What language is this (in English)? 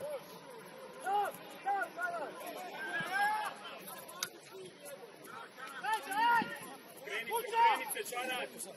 Croatian